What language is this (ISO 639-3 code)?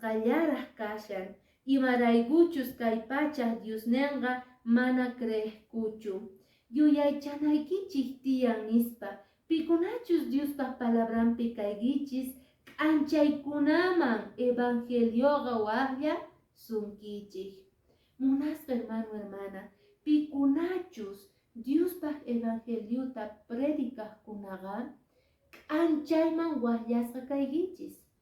que